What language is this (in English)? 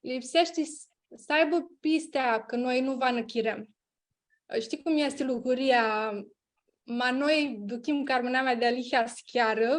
Aromanian